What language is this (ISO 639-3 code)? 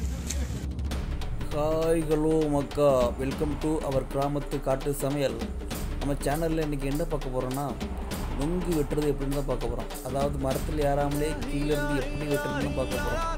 tam